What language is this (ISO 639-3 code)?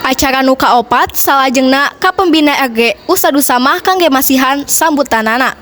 sun